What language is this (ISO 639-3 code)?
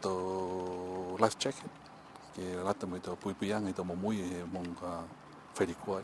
niu